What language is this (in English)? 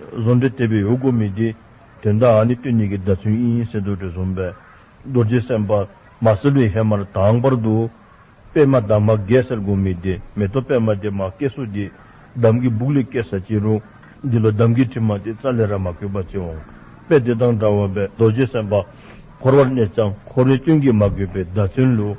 Dzongkha